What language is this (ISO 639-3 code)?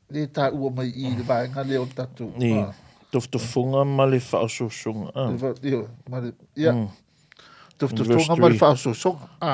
smo